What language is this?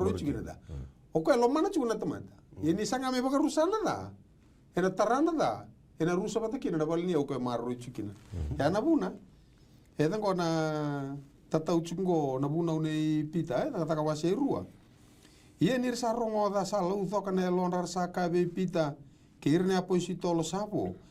Fijian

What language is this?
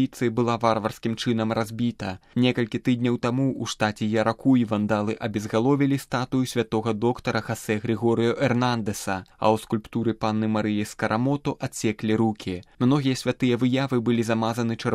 Belarusian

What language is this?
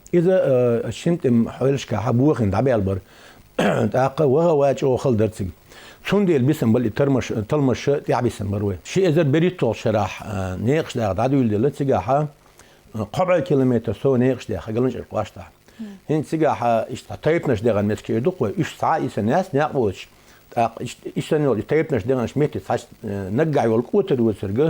Chechen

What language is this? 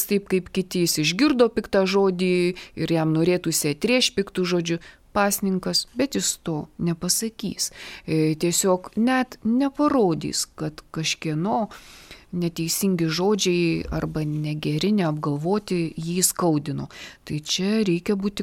Lithuanian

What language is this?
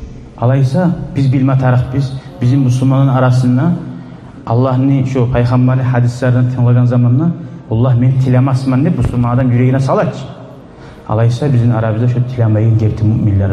Kumyk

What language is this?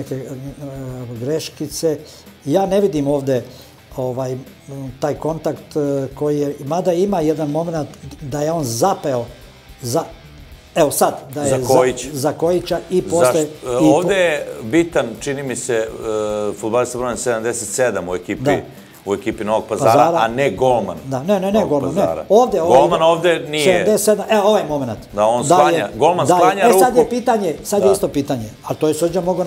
Serbian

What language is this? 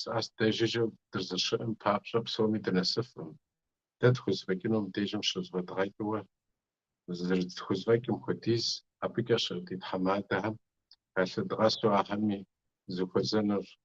Kabardian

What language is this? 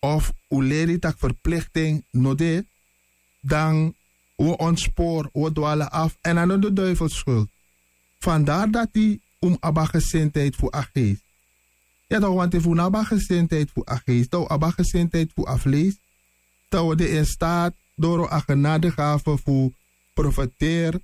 Sranan Tongo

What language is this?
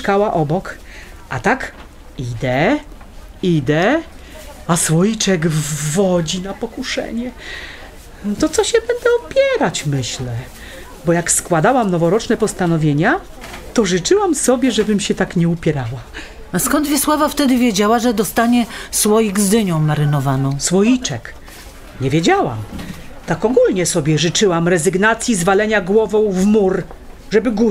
Polish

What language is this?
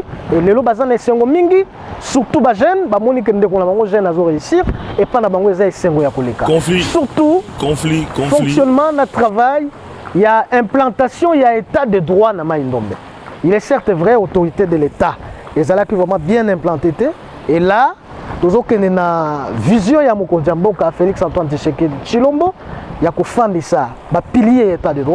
Lingala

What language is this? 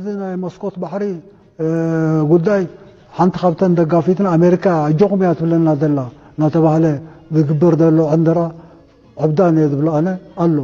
Tigrinya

